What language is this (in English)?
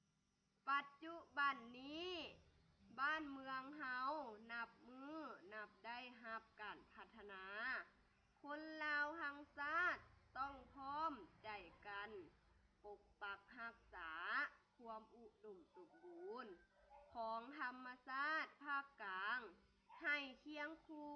Lao